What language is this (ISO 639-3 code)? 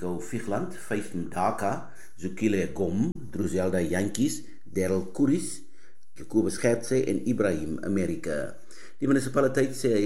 afr